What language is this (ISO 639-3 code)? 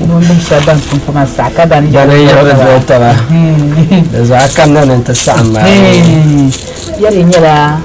dag